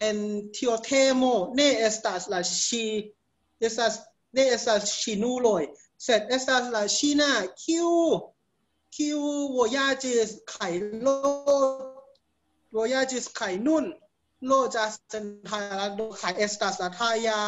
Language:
Esperanto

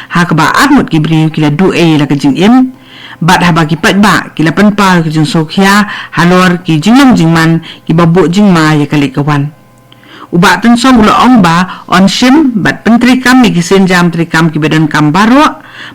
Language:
Khasi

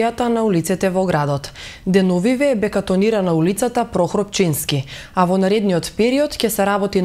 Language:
Macedonian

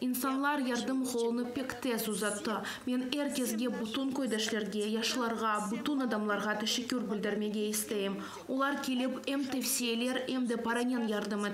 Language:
Crimean Tatar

